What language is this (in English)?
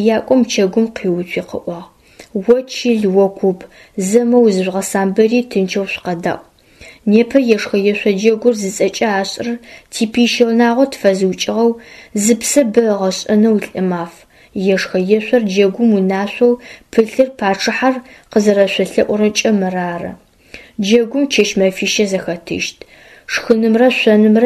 Adyghe